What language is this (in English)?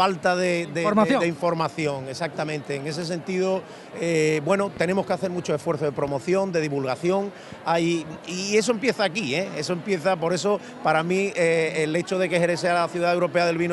Spanish